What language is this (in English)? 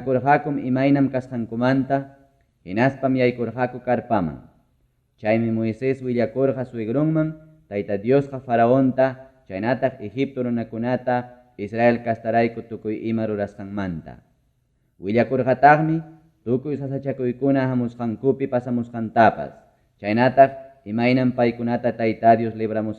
Ayacucho Quechua